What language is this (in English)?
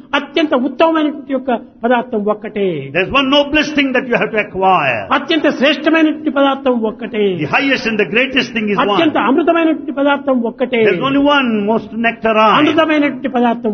Telugu